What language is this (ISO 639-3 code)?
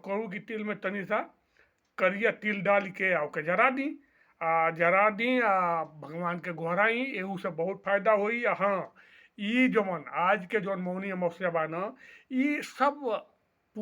bho